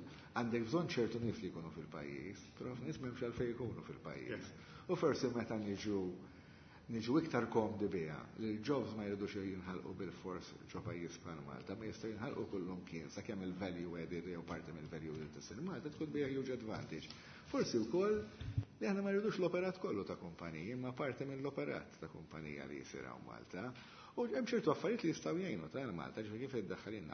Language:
Maltese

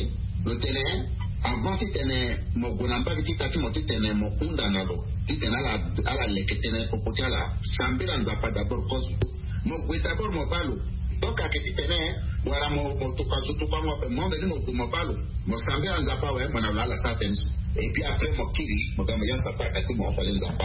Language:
Sango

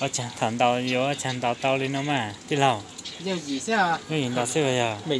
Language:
Hmong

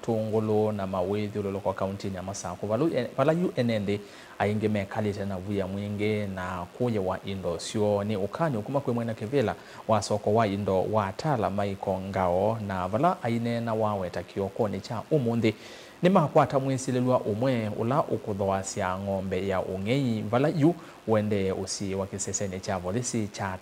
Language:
Kamba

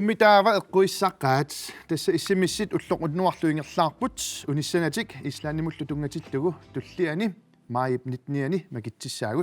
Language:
Kalaallisut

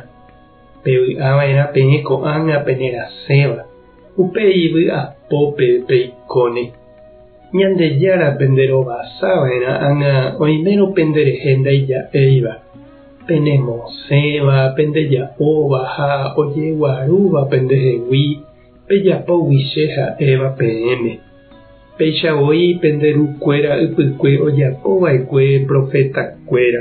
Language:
Guarani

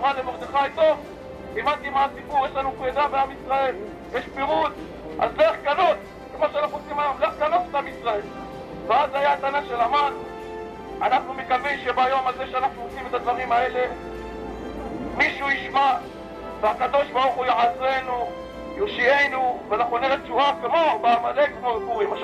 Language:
Hebrew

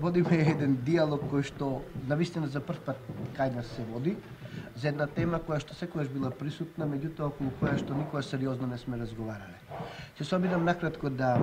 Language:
Macedonian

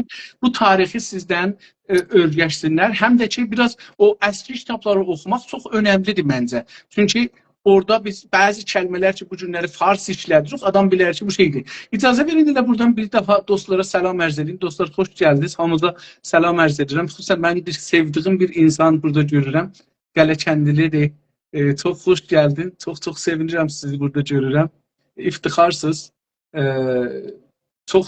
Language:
South Azerbaijani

